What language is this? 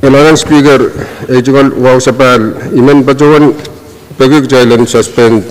Pohnpeian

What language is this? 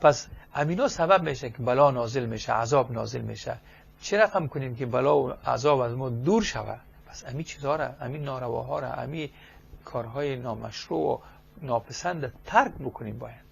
Persian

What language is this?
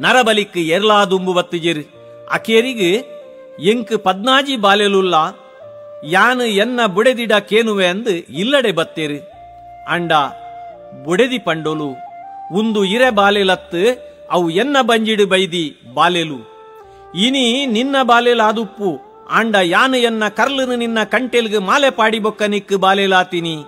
Tulu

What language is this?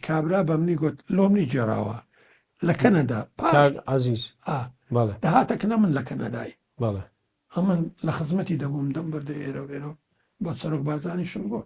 Central Kurdish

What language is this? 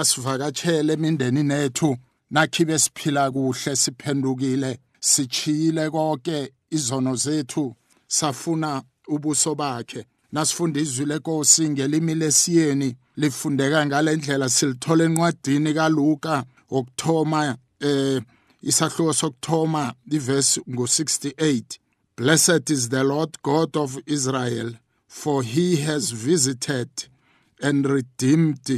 South Ndebele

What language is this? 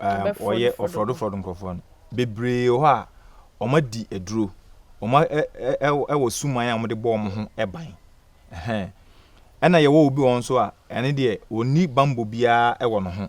Akan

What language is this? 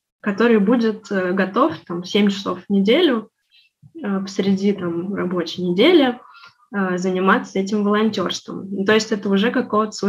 Russian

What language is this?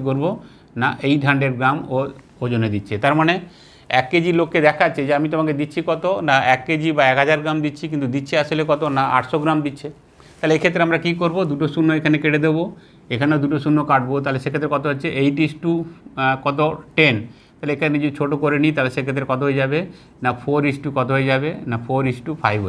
Bangla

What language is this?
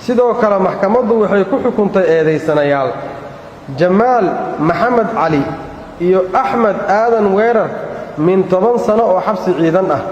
Somali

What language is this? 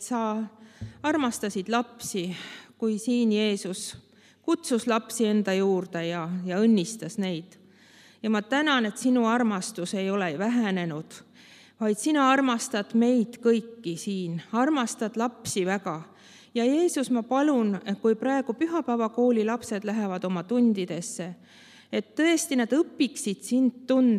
Estonian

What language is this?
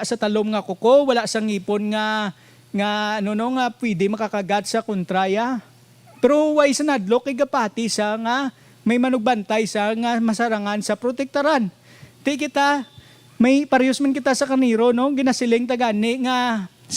Hiligaynon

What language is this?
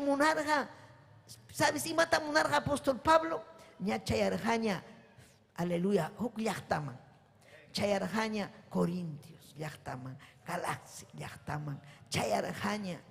Ayacucho Quechua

